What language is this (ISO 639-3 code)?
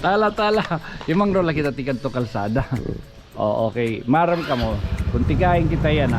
war